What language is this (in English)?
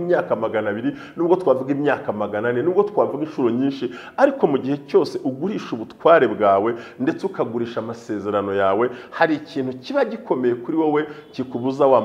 Kinyarwanda